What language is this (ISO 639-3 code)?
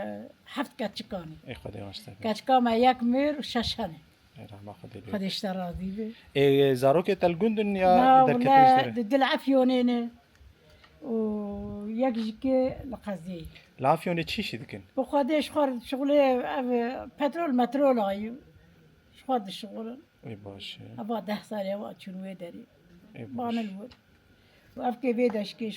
kur